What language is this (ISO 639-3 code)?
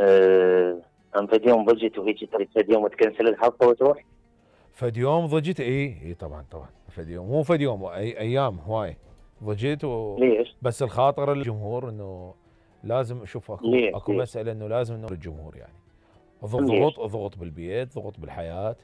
acm